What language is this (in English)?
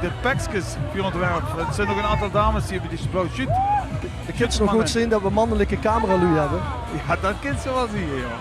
Limburgish